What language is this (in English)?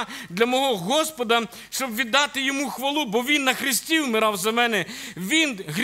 Ukrainian